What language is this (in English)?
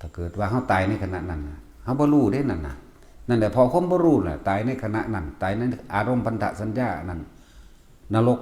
Northeastern Thai